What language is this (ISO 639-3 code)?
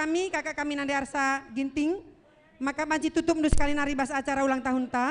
btx